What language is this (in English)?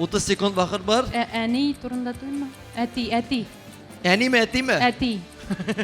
Tatar